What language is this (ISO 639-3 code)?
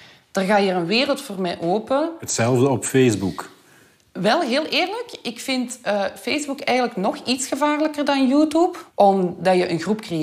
nld